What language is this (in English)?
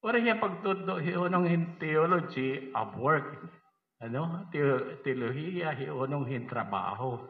Waray